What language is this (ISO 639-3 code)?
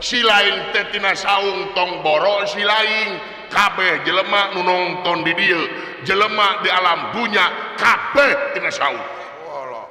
sun